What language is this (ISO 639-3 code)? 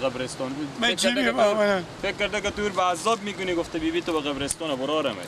fas